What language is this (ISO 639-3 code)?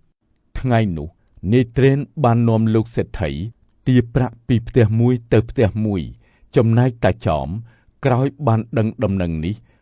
khm